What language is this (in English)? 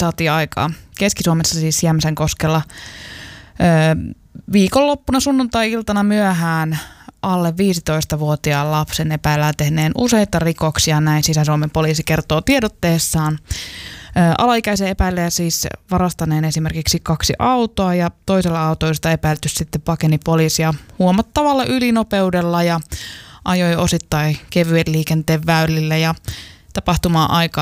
Finnish